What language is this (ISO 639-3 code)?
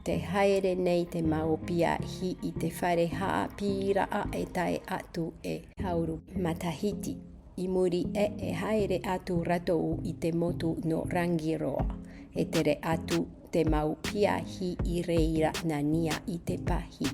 tah